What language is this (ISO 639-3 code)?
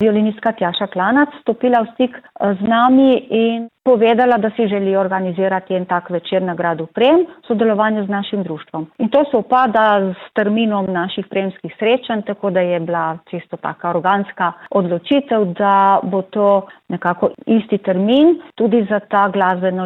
slv